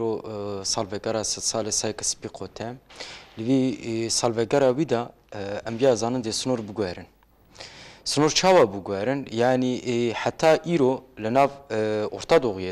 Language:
Kurdish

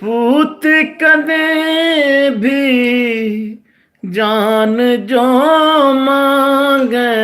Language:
Haryanvi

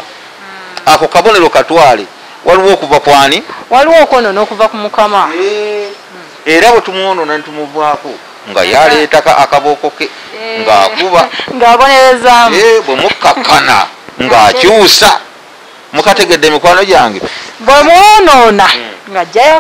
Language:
Ganda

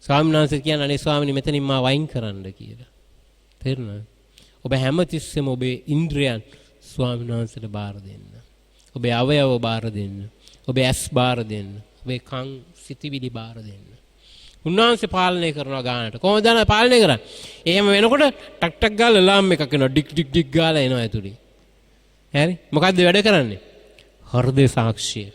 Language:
Sinhala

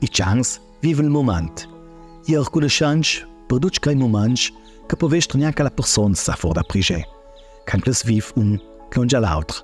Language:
Ladin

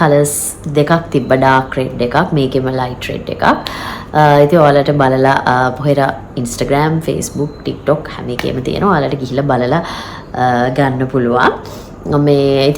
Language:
Sinhala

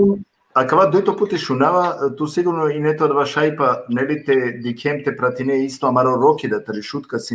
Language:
Balkan Romani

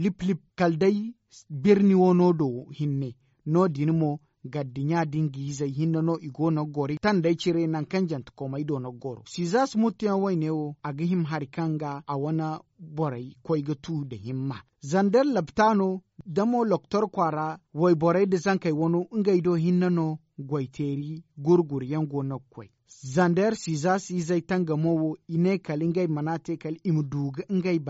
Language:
Zarma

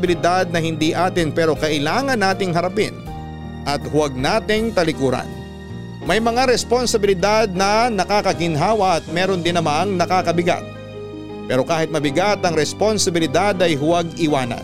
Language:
Filipino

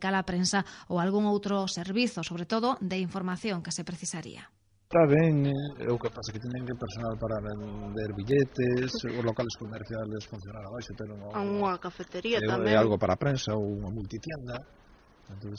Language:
Galician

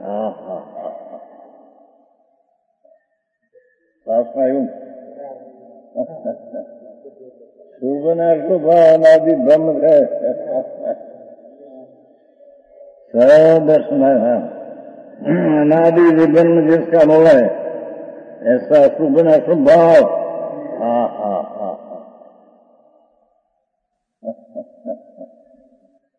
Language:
Gujarati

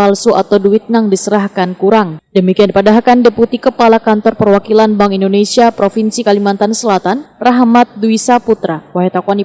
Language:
Banjar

